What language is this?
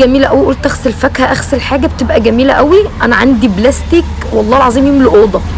Egyptian Arabic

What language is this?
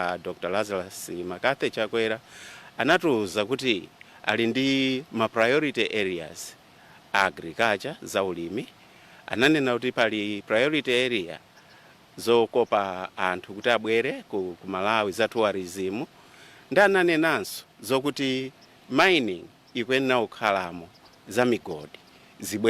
Nyanja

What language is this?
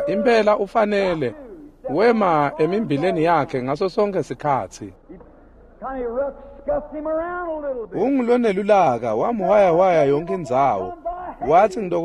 Swati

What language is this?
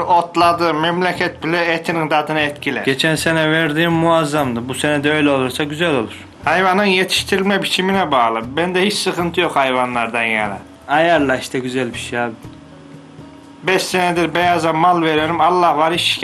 Turkish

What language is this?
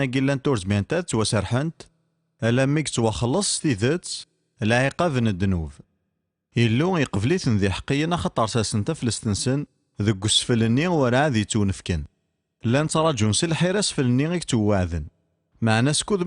Kabyle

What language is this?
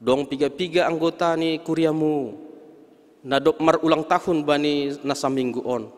Batak Simalungun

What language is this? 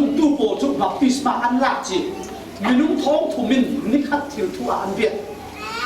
Falam Chin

